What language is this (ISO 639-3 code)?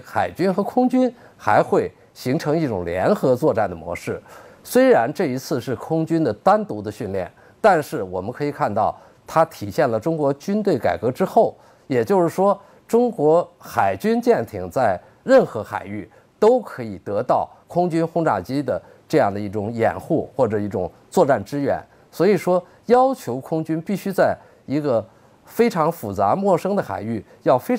zho